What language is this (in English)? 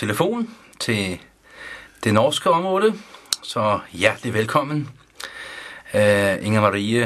Danish